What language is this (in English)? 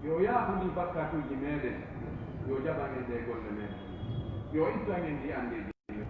Pular